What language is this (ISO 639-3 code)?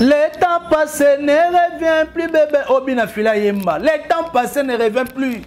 lin